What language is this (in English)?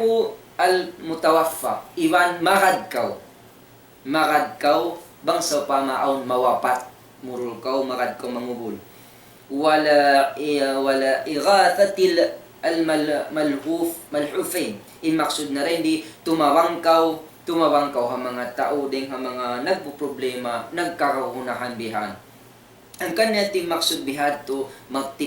Tausug